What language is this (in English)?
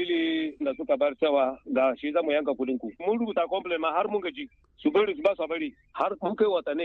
Hausa